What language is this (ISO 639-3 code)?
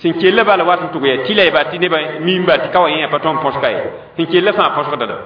mos